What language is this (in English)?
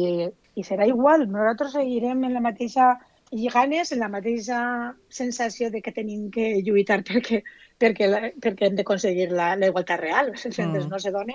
Catalan